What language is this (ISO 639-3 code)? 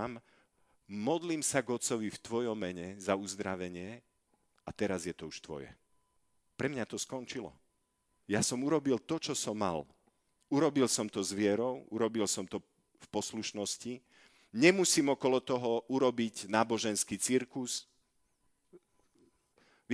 slk